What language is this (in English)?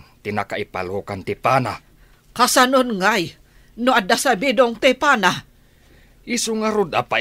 Iloko